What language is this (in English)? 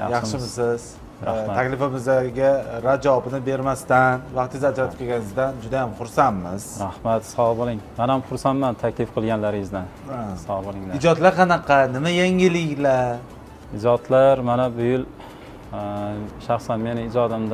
Uzbek